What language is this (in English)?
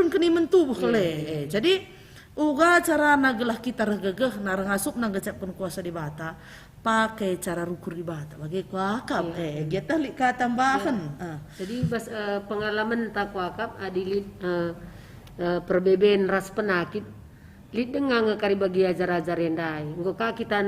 Batak Karo